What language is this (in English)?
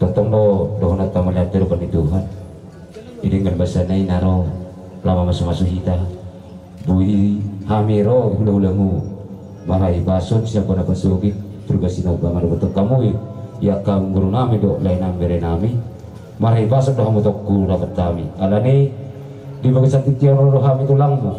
Batak Toba